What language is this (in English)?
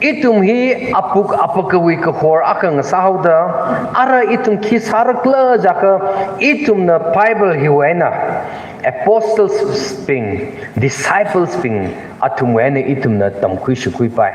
Tangkhul Naga (India)